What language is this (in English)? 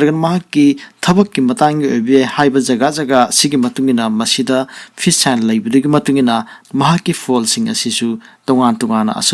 Manipuri